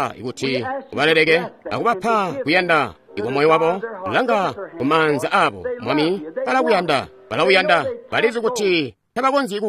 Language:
Tonga (Zambia)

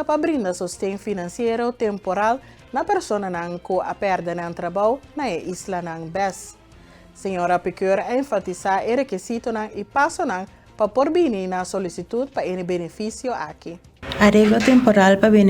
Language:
Papiamento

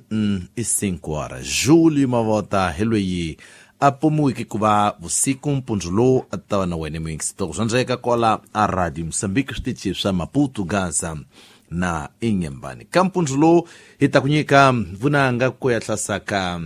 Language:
Tsonga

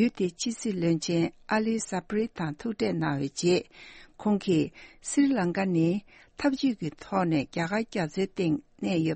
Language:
Tibetan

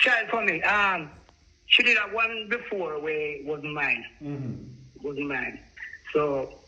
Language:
Jamaican Creole English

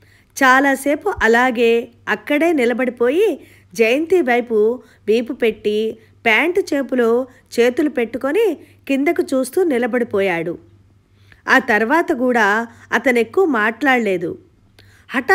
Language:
Telugu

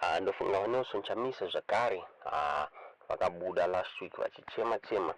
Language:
Shona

